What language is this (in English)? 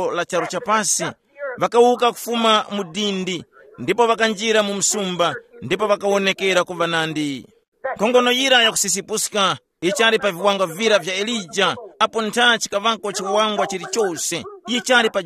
Tumbuka